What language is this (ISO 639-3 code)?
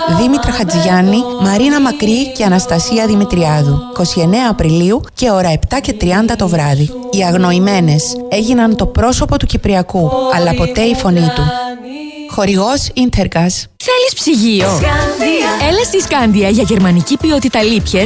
ell